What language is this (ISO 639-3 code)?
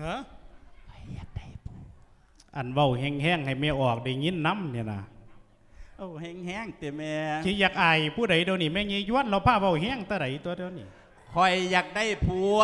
lao